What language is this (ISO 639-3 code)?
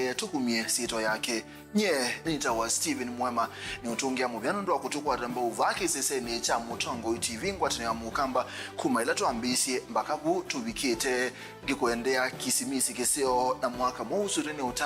kam